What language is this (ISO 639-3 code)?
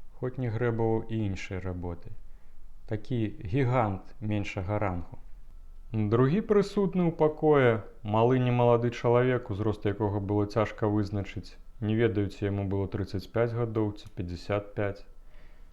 bel